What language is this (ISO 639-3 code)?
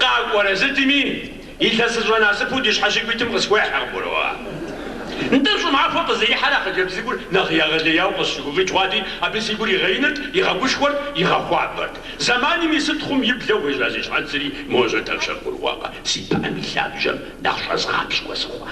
kbd